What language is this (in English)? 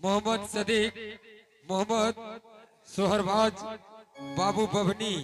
Angika